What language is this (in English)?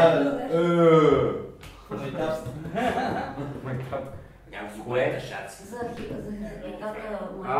Bulgarian